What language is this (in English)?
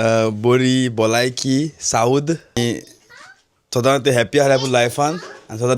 Konkani